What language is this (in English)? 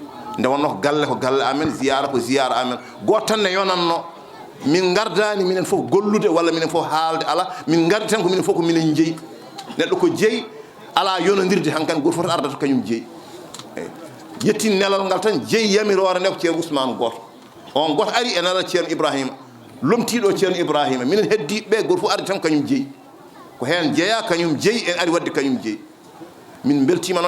Fula